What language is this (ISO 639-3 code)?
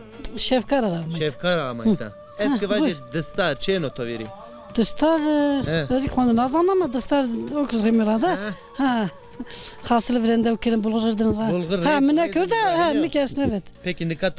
zza